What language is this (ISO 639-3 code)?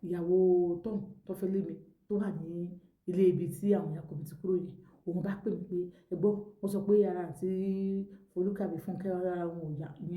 yor